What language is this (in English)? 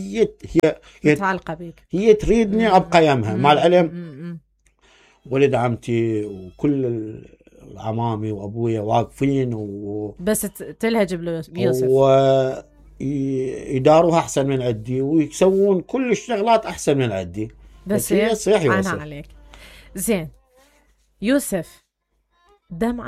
Mesopotamian Arabic